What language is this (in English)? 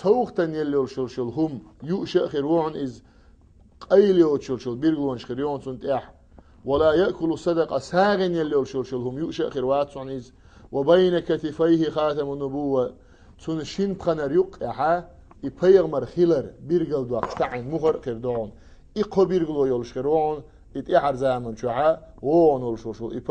Chechen